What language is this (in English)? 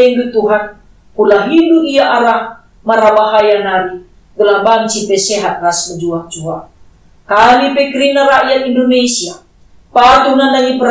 Batak Karo